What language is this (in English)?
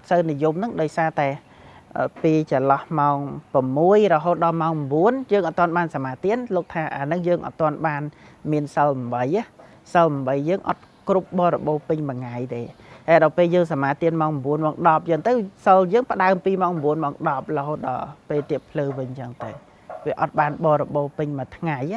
Khmer